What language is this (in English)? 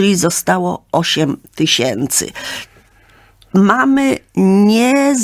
Polish